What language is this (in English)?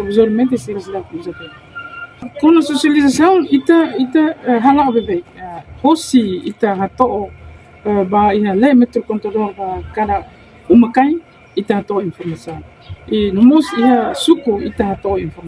Tetum